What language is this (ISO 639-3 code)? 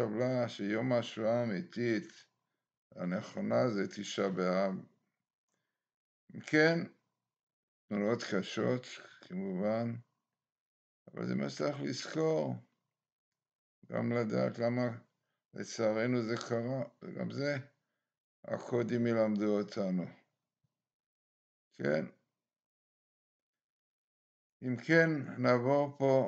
heb